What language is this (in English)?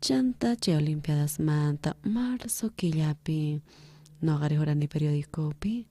South Bolivian Quechua